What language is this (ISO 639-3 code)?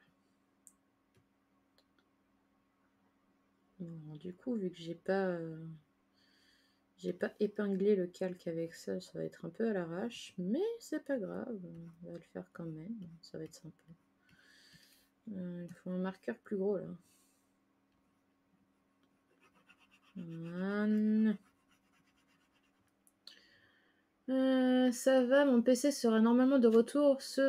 fra